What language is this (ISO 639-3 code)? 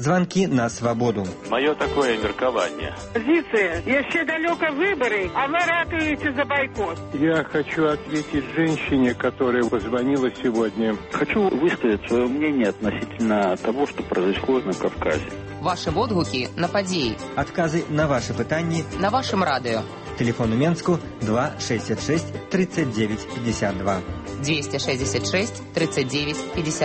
bel